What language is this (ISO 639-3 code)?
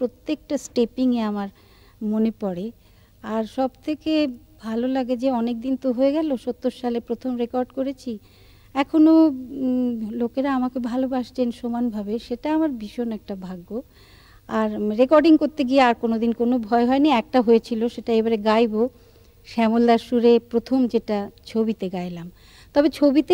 ben